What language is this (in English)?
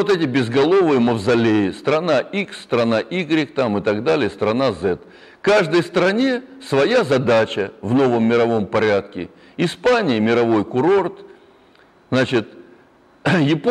Russian